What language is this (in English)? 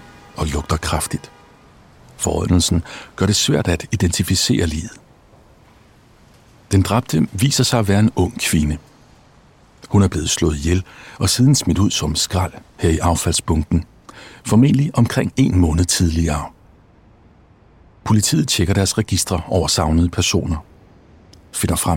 Danish